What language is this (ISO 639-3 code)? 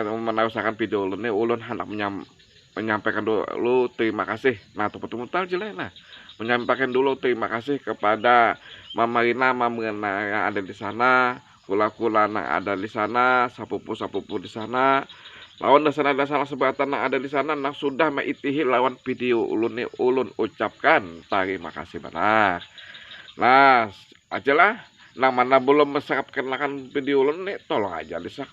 bjn